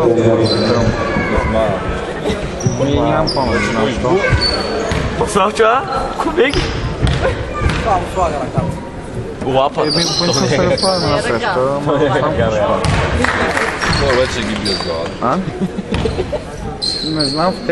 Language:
Bulgarian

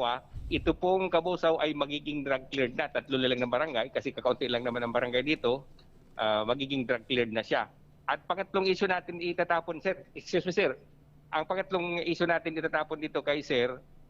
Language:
Bikol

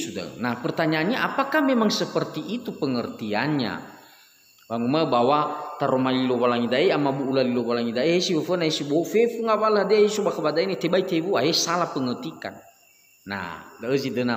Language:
Nias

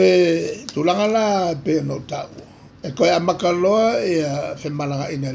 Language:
Samoan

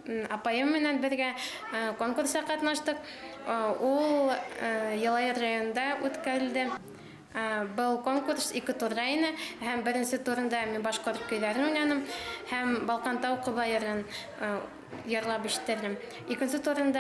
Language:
Bashkir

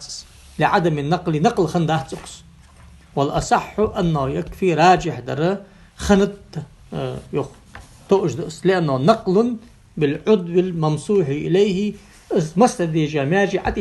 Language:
Ingush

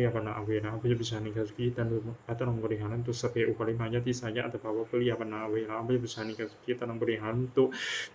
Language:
Pali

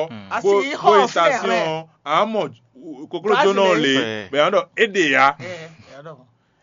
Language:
Fon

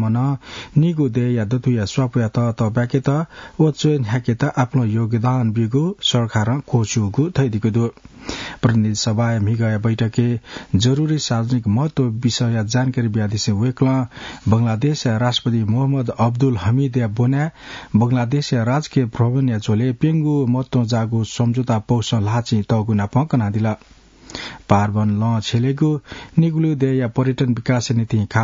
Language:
Newari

